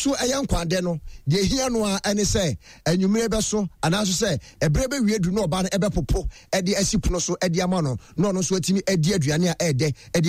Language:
Akan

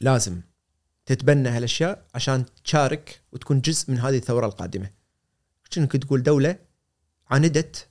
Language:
Gulf Arabic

